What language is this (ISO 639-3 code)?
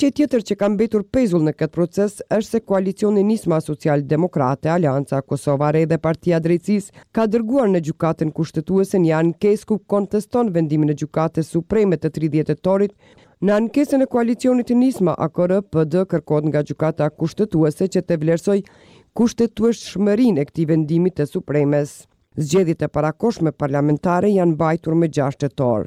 sqi